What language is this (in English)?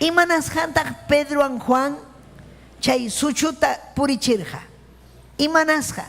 Ayacucho Quechua